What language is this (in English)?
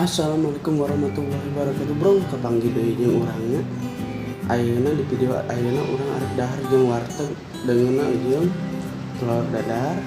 Sundanese